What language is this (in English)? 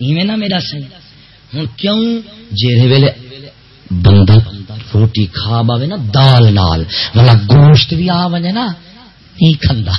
Saraiki